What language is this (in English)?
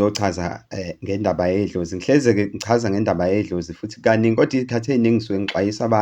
Zulu